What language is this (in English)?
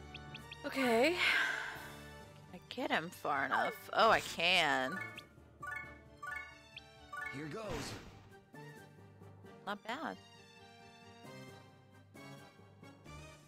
English